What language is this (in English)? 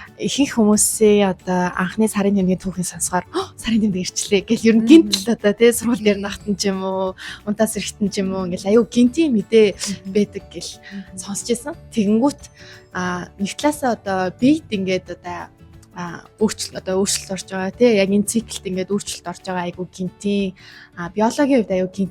Mongolian